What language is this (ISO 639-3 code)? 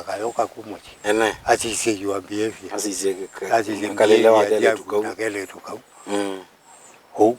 kam